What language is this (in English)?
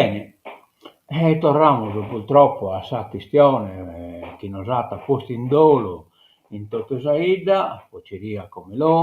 Sardinian